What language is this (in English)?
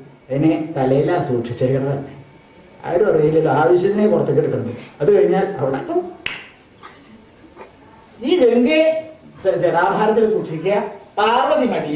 Malayalam